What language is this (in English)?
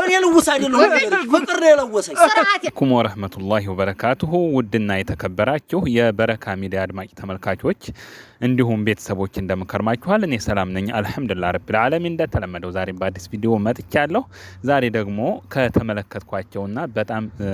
Amharic